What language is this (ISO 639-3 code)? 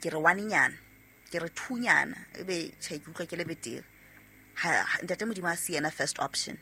sot